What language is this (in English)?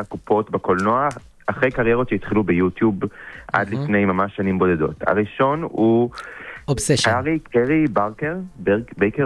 Hebrew